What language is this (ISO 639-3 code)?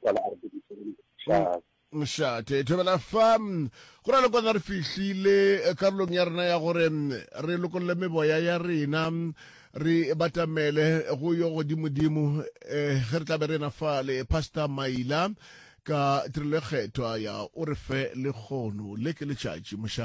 nso